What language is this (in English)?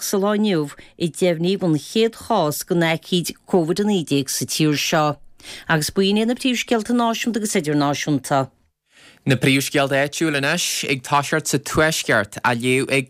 Irish